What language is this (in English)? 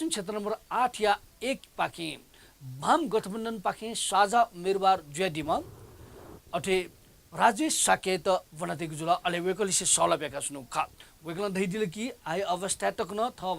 Newari